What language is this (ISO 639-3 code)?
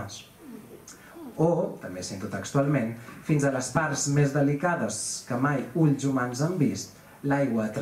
cat